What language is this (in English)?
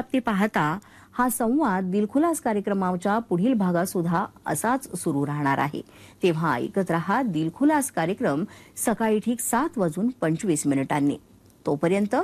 Marathi